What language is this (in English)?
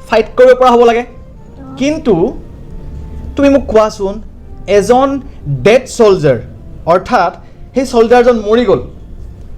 Assamese